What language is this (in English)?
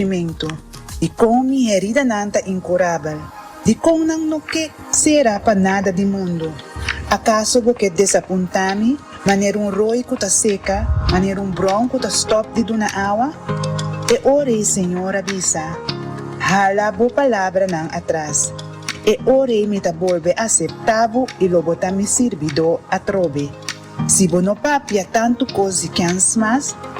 Papiamento